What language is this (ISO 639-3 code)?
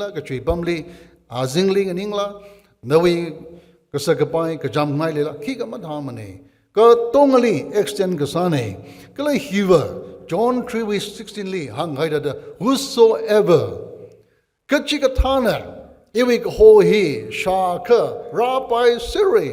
nmf